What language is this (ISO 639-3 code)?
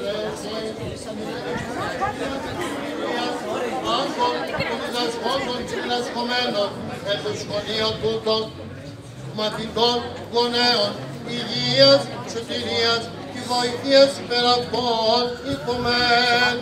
ell